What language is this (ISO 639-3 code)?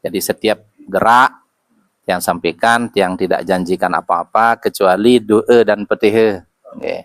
sas